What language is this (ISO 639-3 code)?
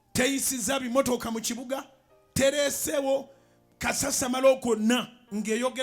lug